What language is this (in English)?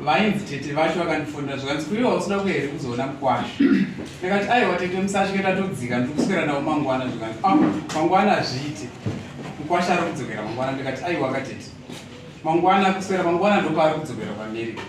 Shona